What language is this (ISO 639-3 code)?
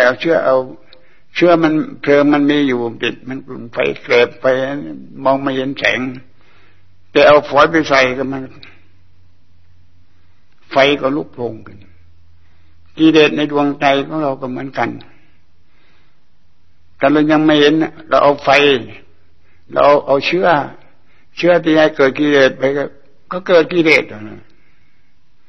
tha